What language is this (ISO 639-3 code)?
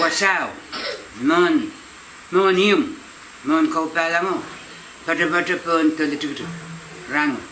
pon